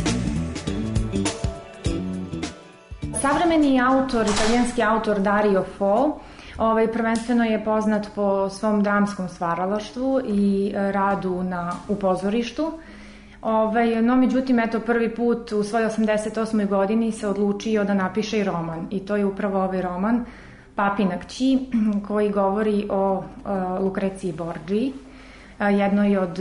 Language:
Serbian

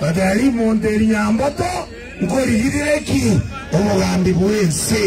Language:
Gusii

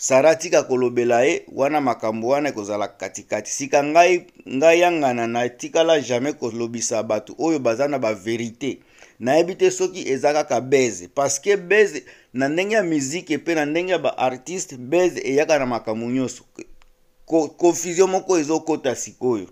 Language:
Lingala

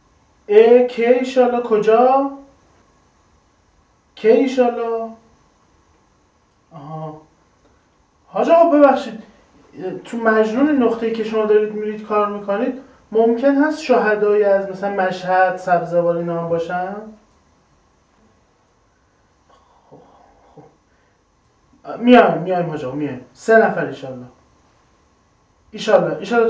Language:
Persian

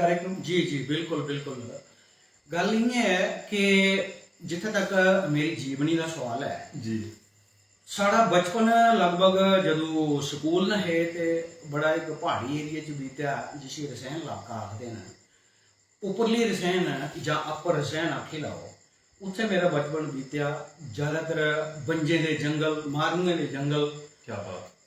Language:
Dogri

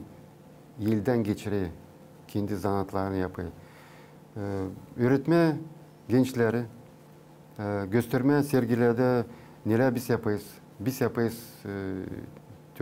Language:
Gagauz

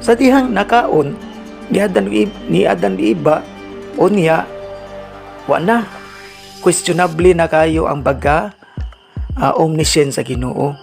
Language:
Cebuano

